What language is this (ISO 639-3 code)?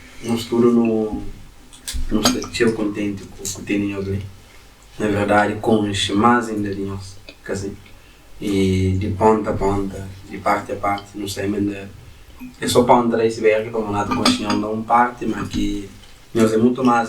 kea